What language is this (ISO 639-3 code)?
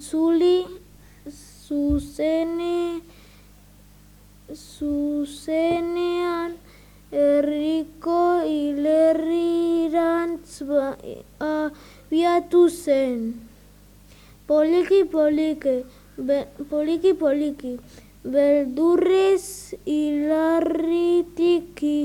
eus